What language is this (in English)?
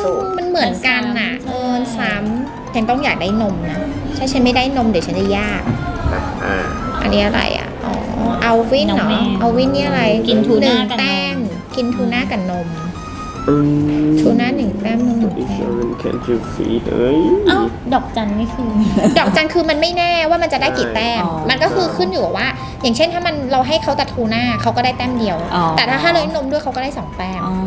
Thai